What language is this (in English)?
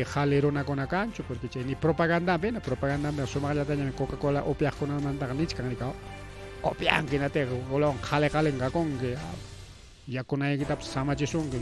Ayacucho Quechua